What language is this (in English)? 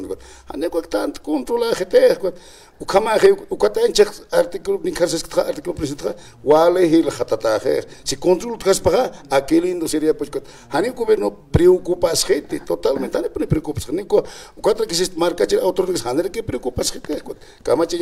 Aymara